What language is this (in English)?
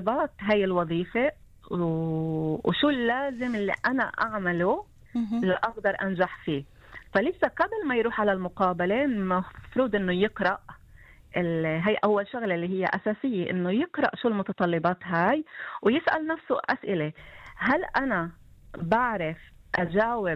North Levantine Arabic